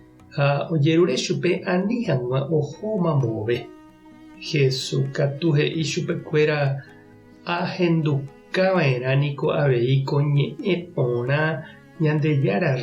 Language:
Guarani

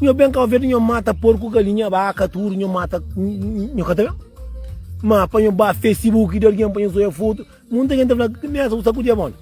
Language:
Kabuverdianu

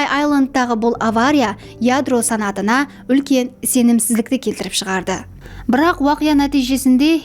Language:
Kara-Kalpak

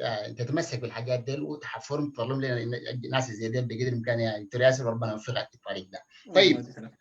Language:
Sudanese Arabic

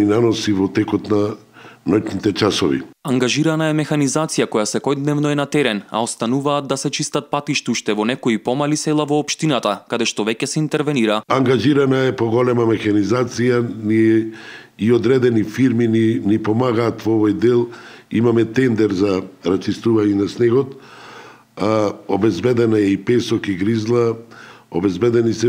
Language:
Macedonian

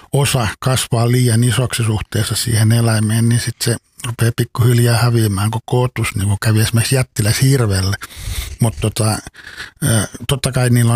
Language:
Finnish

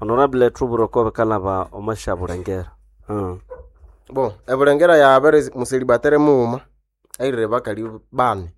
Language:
Nande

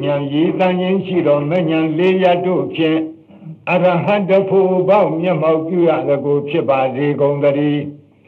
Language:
Burmese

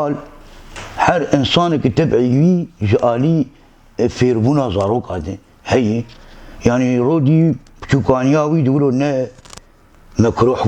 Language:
Kurdish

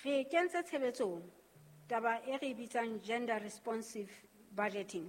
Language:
Southern Sotho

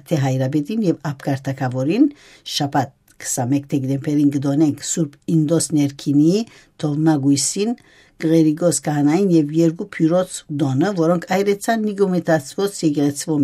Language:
Armenian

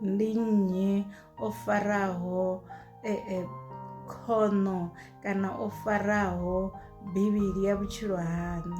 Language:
Venda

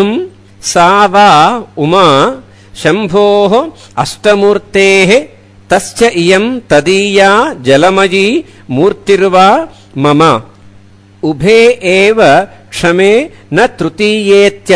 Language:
Sanskrit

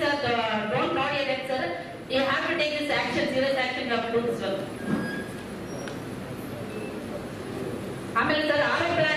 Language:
Kannada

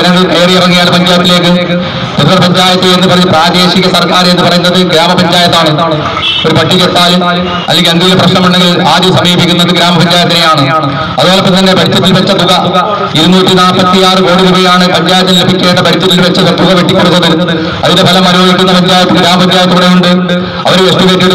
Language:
Malayalam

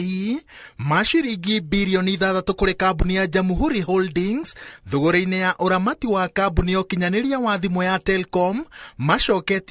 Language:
Kikuyu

